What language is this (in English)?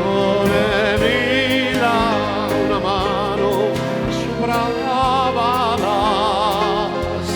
Sardinian